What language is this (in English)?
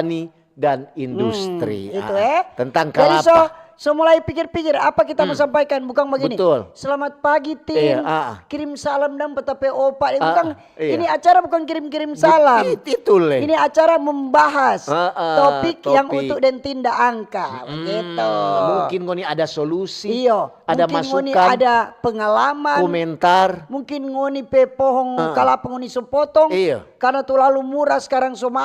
Manado Malay